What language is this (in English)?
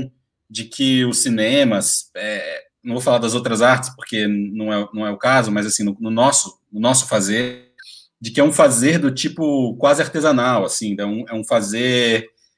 Portuguese